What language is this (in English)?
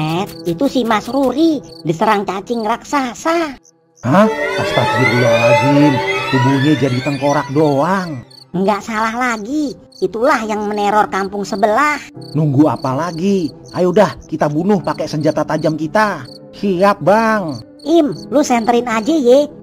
Betawi